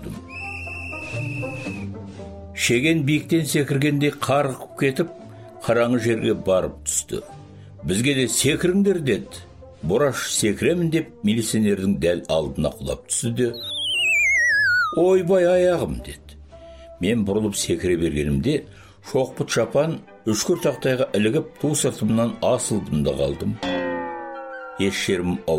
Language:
Kazakh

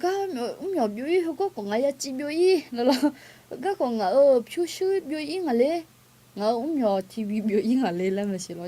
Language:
Akha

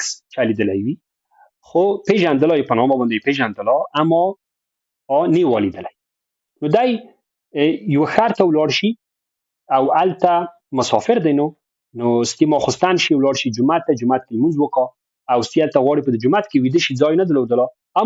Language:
Pashto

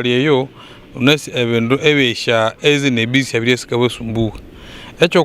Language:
Nyankole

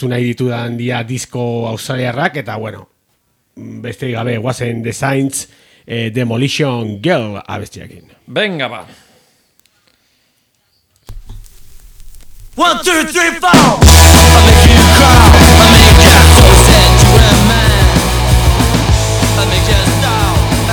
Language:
Basque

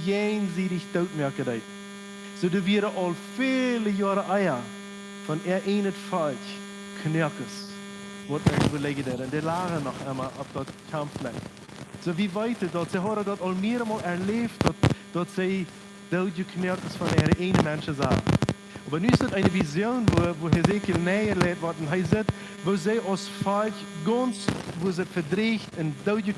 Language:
Plautdietsch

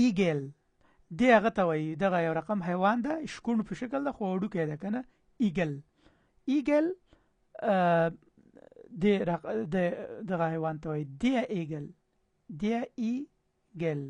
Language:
Pashto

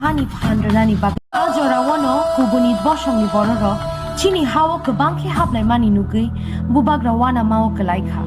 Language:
Kok Borok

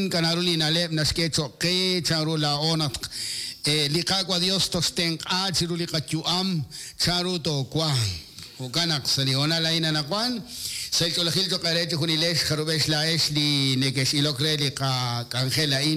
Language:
Kekchí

